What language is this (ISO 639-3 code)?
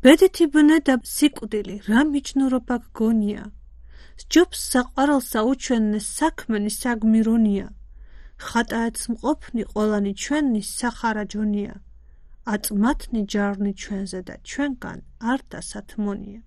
kat